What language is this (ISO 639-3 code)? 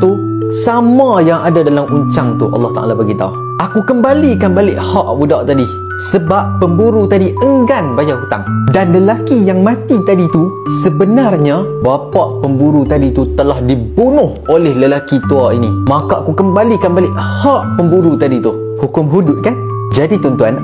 msa